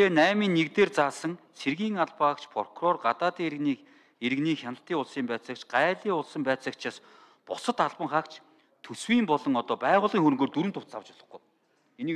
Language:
Mongolian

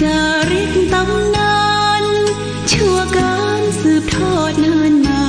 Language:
Pali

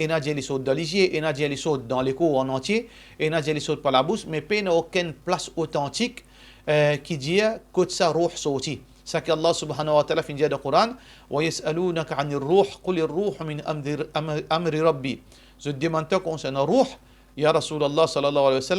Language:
Morisyen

